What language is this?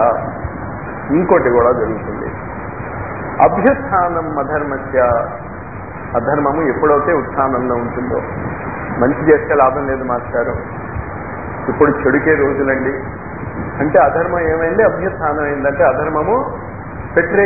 Telugu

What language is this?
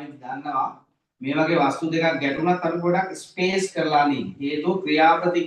Sinhala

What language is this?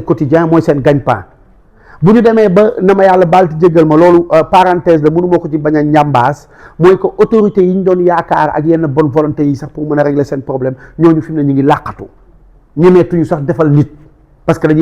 Wolof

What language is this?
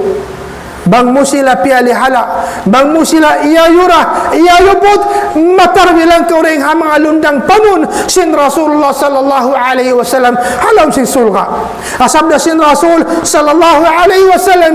Tausug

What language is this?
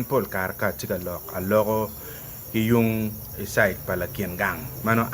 Acoli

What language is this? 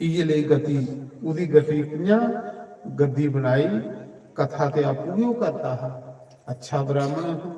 Dogri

